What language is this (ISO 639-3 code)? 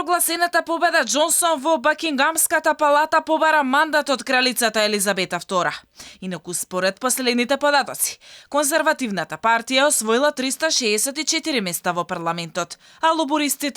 mkd